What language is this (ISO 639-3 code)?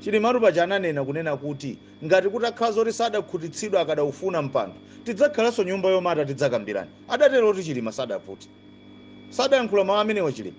nya